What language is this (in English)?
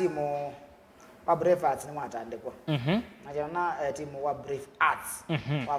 Kamba